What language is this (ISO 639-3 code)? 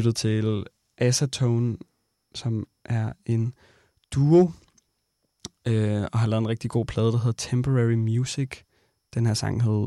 dan